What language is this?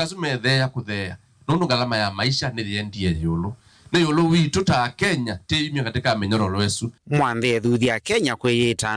Kamba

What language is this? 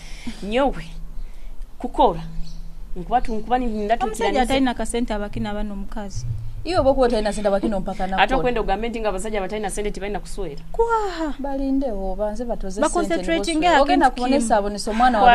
Nyoro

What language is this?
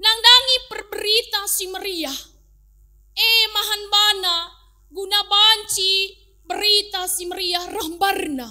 Batak Karo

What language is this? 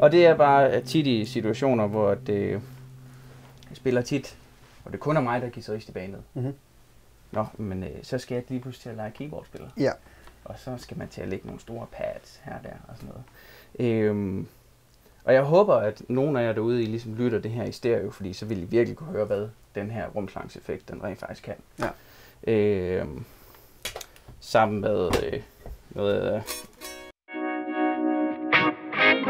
Danish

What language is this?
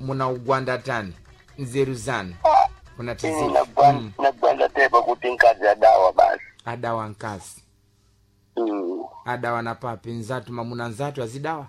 Sena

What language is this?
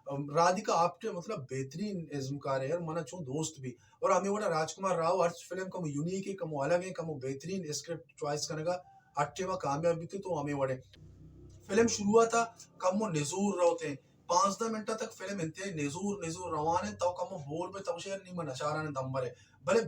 Baluchi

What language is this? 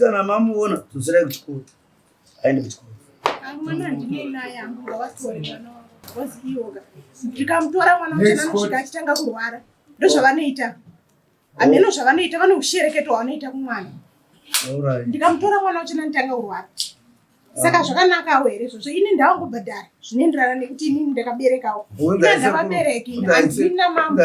Shona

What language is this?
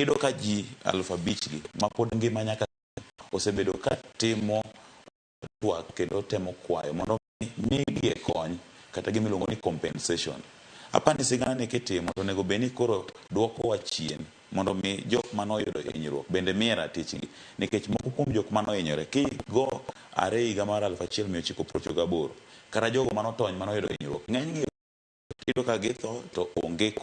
Luo (Kenya and Tanzania)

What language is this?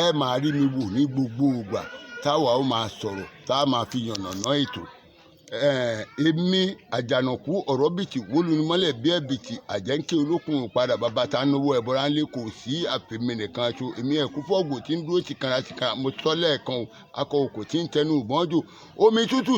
Yoruba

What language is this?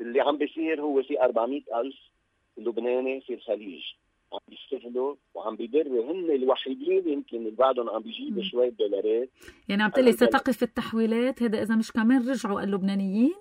North Levantine Arabic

